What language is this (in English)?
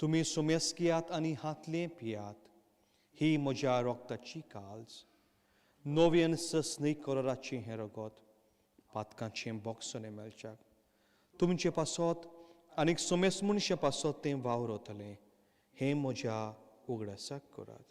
Konkani